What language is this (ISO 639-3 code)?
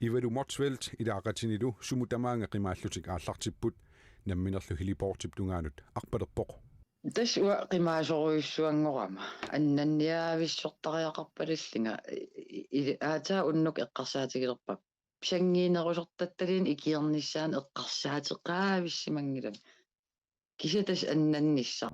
kal